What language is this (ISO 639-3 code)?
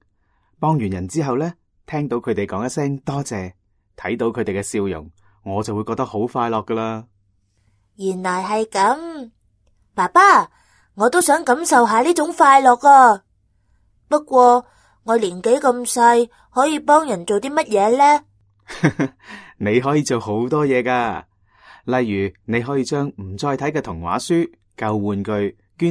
yue